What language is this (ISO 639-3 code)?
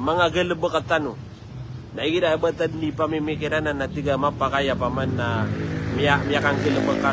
mrw